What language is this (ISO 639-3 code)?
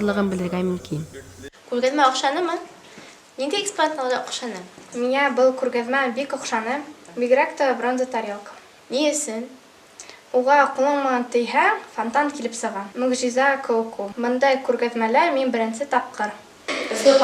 bak